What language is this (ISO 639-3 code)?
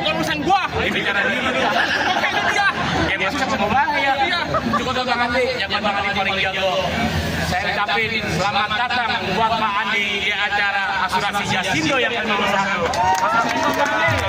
bew